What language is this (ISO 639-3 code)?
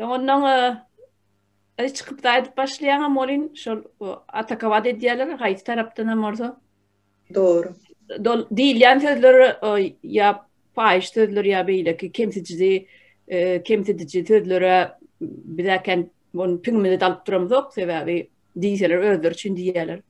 tuk